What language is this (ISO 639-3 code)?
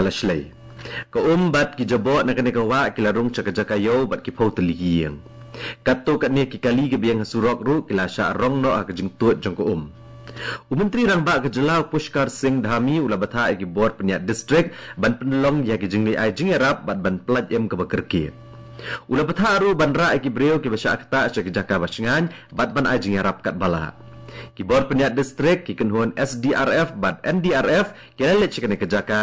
kha